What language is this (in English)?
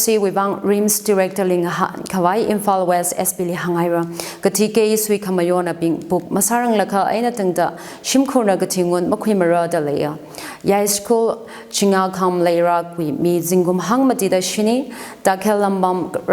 Tangkhul Naga (India)